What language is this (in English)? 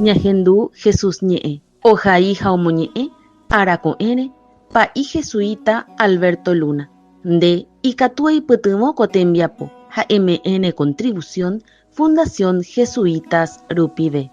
Guarani